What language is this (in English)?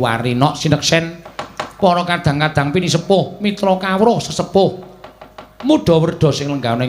Javanese